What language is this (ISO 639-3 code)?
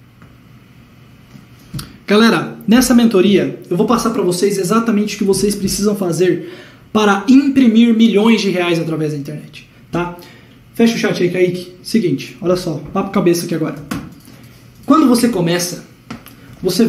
por